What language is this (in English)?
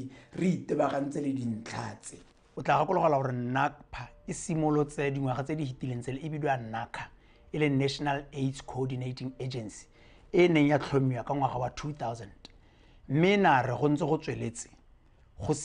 Tswana